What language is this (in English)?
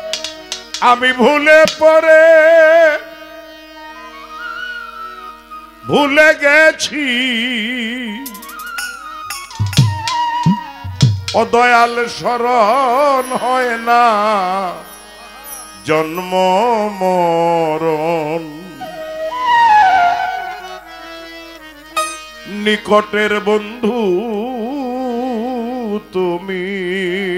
Bangla